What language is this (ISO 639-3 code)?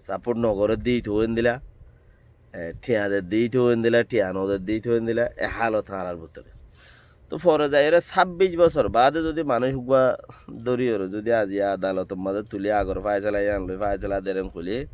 rhg